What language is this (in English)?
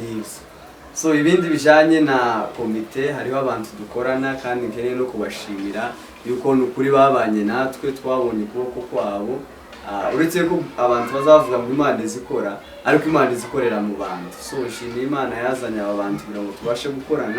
Kinyarwanda